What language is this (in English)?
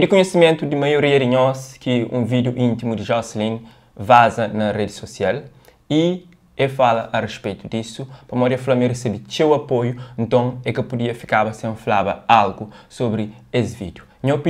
Kabuverdianu